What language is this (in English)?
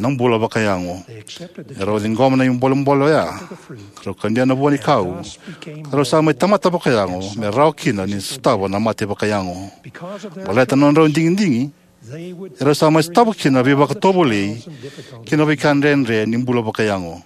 Fijian